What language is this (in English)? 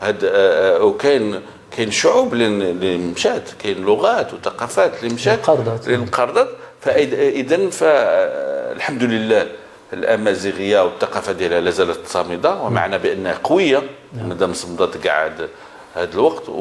Moroccan Arabic